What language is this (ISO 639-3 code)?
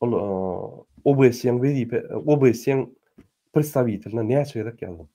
tuk